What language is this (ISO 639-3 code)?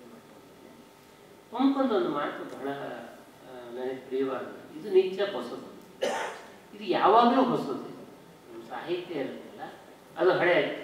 kan